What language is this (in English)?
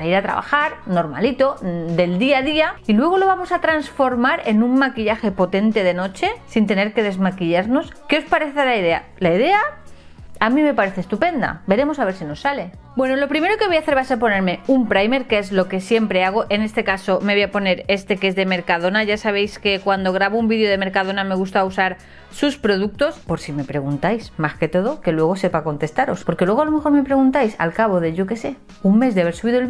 Spanish